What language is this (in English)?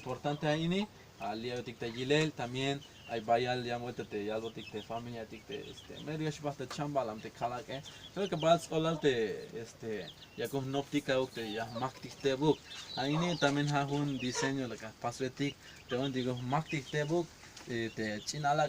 Tzeltal